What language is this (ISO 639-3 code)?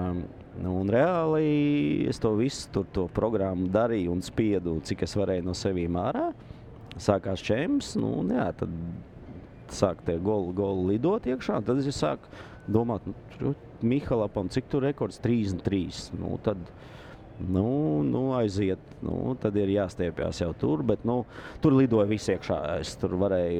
lav